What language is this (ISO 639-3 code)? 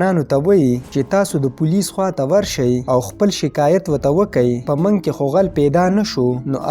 pus